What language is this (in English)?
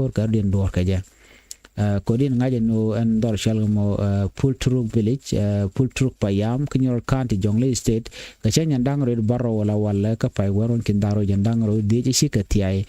Nuer